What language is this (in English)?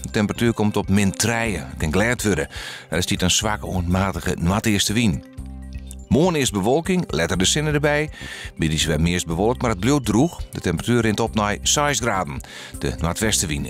Western Frisian